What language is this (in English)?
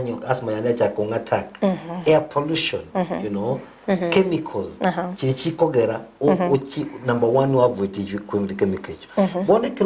Gusii